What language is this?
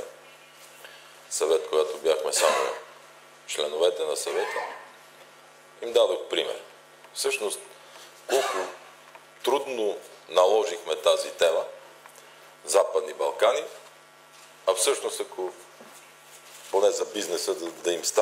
Bulgarian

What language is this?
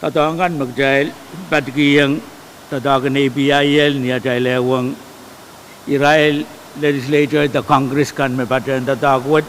Pohnpeian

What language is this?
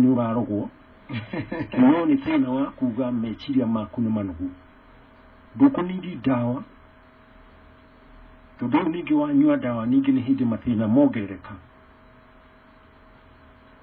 Kikuyu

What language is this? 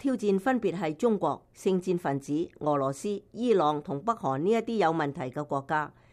Cantonese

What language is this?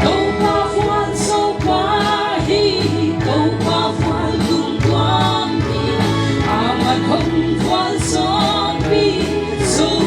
Paite Chin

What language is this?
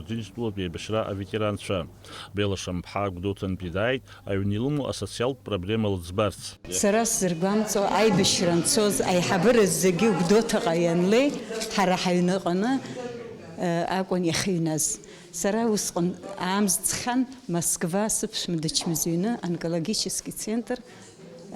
Abkhazian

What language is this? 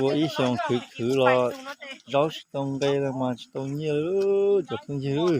Hmong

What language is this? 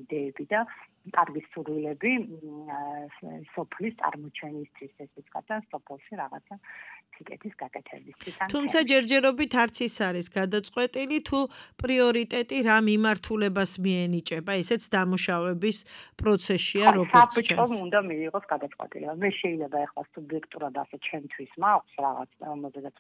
Georgian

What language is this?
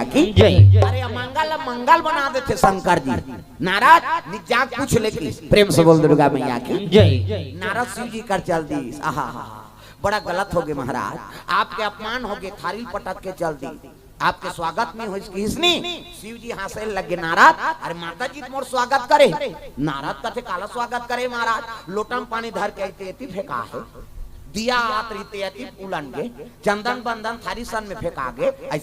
Chhattisgarhi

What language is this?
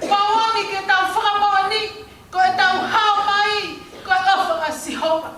Tongan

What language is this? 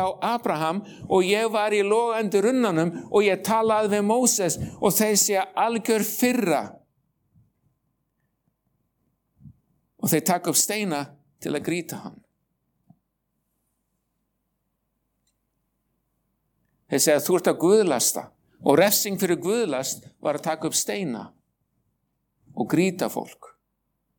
Icelandic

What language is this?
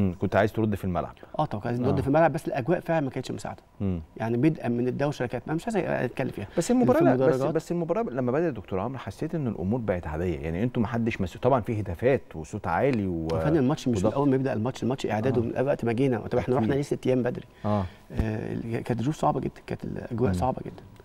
Egyptian Arabic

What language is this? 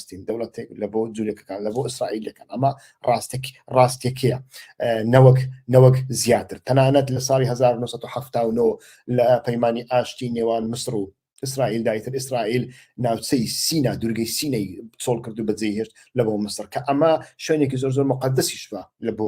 Central Kurdish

